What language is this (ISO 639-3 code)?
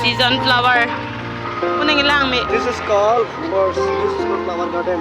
mjw